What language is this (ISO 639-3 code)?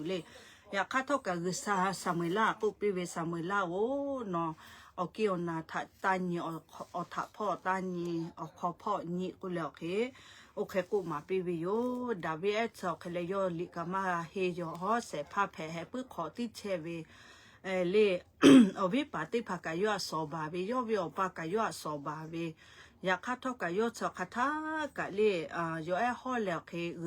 lhu